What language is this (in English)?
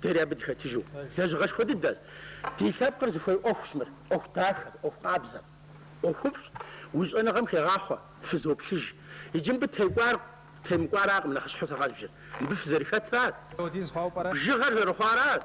Kabardian